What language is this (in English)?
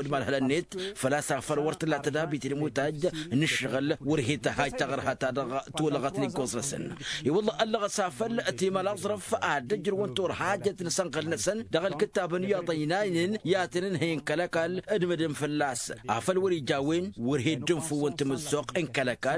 Tamasheq